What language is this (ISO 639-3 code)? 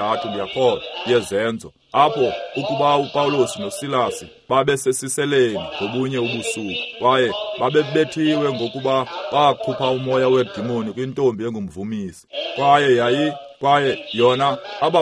xho